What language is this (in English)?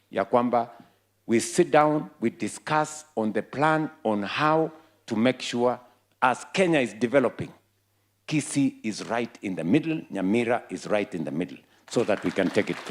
Meru